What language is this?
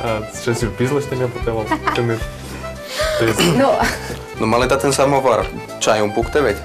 Udmurt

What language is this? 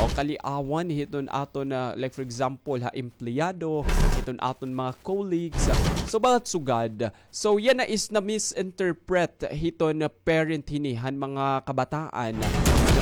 Waray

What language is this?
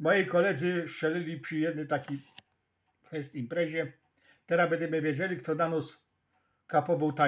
Silesian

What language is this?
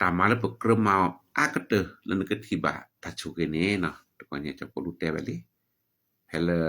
S'gaw Karen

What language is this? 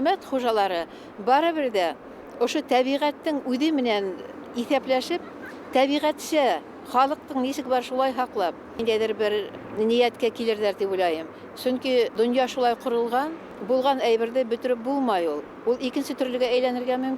Bashkir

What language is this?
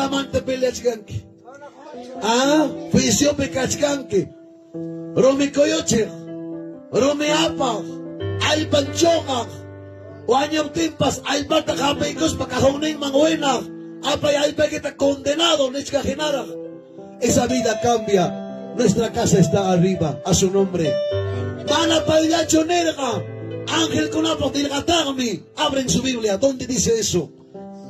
Ayacucho Quechua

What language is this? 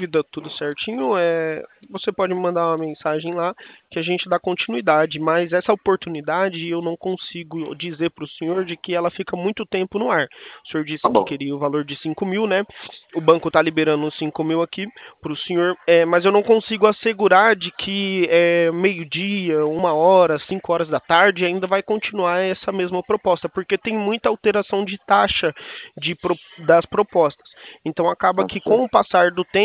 Portuguese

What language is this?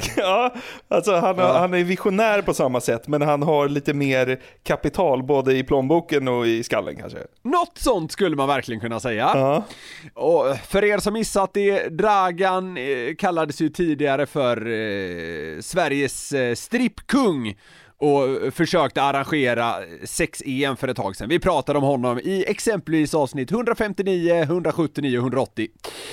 Swedish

